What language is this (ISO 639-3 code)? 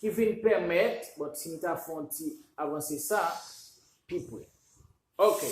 hat